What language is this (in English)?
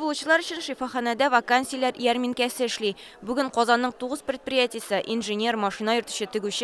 Tatar